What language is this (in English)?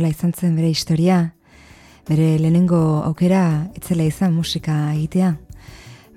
Basque